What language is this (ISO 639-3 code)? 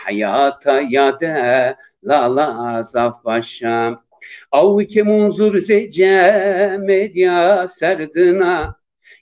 zza